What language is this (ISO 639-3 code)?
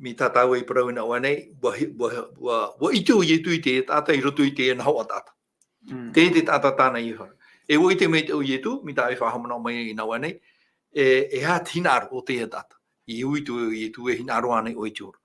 tah